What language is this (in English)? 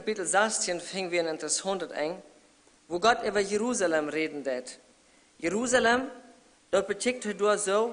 Plautdietsch